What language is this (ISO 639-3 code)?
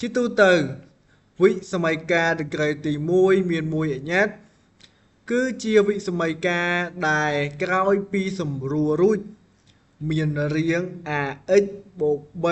khm